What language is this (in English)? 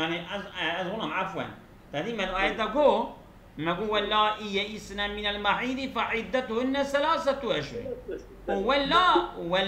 Kurdish